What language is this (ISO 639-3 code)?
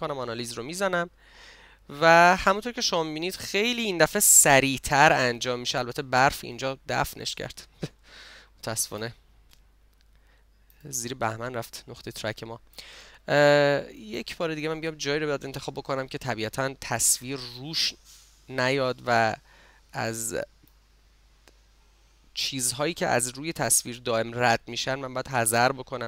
fas